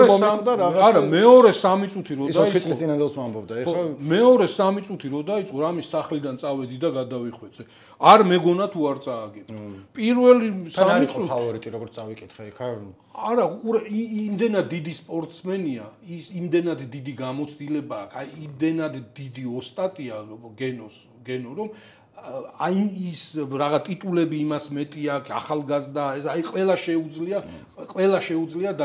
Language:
Georgian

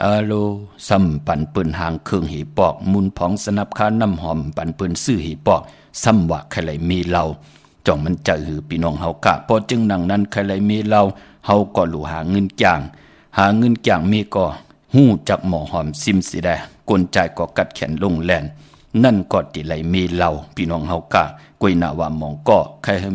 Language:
Shan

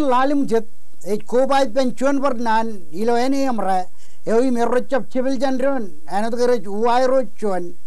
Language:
Marshallese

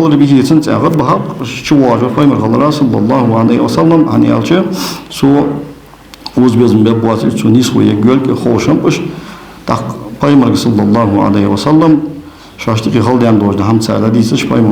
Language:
Ingush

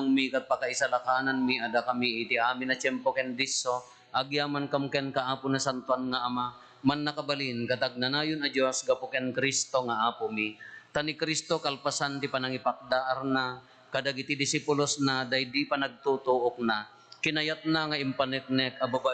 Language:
Iloko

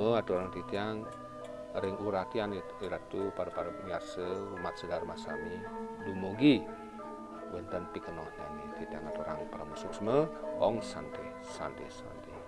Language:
Balinese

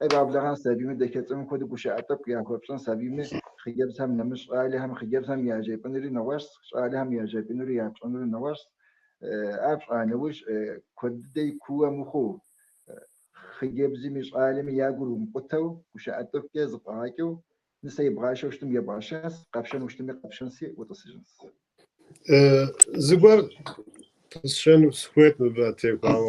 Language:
Kabardian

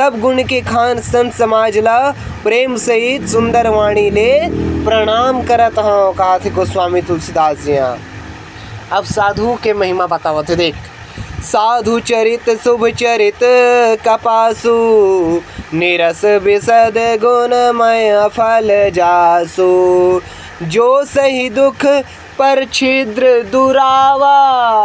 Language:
Chhattisgarhi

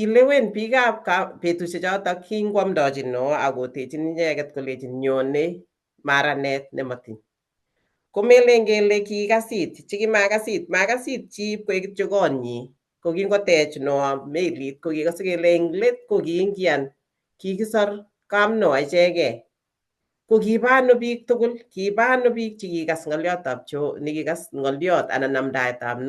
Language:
Kalenjin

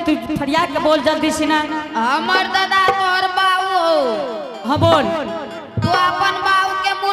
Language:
Angika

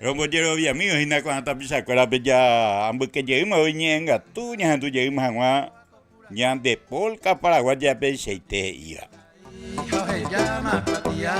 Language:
Guarani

